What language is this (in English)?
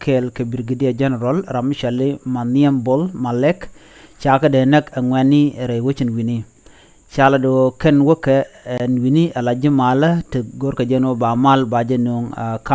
Nuer